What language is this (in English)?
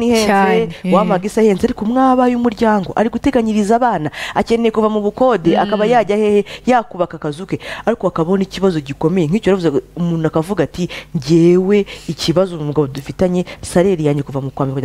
Kinyarwanda